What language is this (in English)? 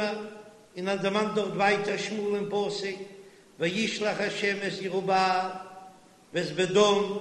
Yiddish